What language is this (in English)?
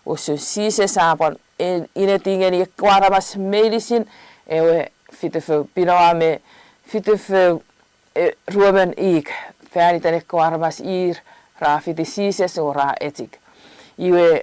Chuukese